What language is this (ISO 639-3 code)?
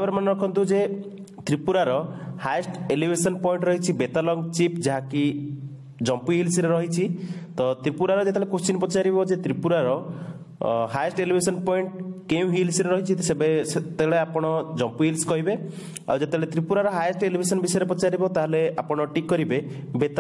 ori